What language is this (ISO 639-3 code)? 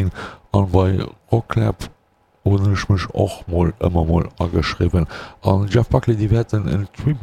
ltz